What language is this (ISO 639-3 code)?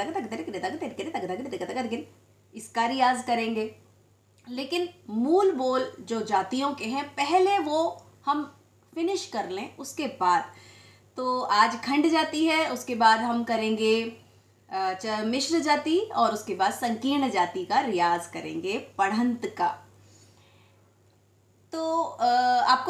hin